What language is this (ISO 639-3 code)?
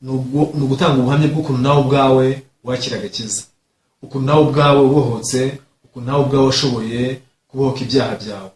kin